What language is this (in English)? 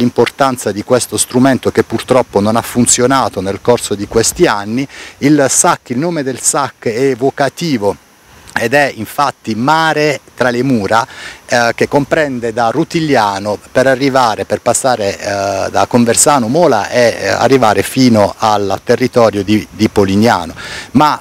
Italian